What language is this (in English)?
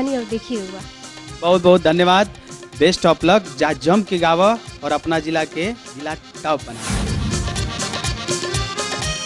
Bhojpuri